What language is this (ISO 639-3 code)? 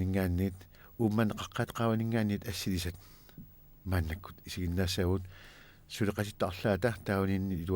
kal